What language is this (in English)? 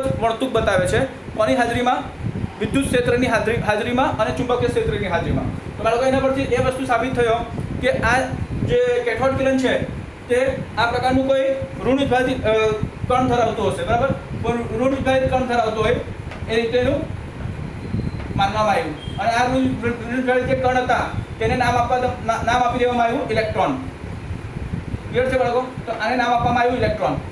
Gujarati